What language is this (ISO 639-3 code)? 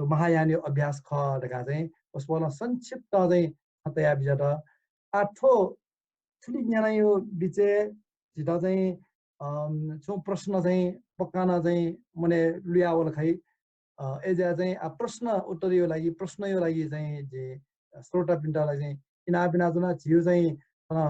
new